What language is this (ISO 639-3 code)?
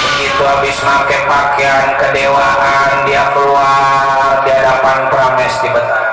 bew